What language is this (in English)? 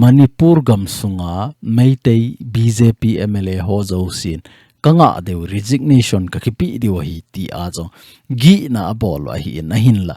Thado Chin